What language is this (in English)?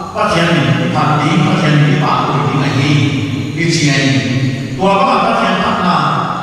Paite Chin